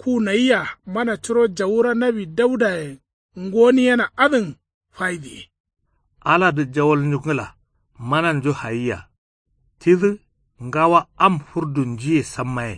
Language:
Kanuri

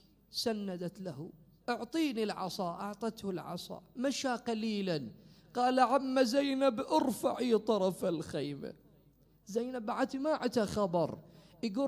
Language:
Mesopotamian Arabic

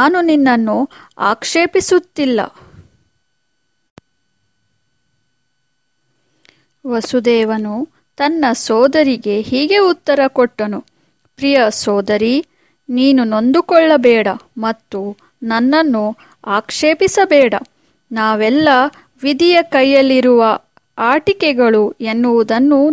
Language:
Kannada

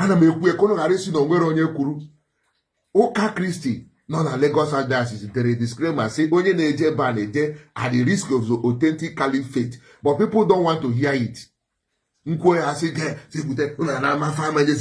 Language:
Igbo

